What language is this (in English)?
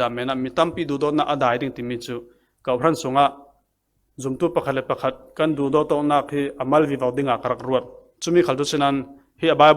Falam Chin